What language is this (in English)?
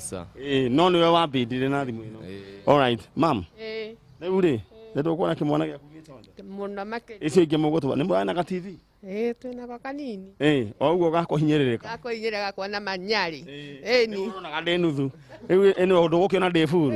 Kikuyu